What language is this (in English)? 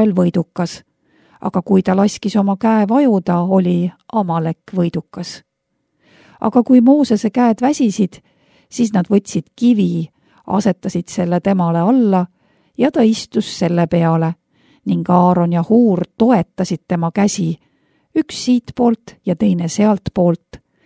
Estonian